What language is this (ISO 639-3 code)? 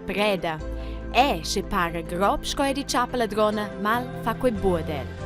roh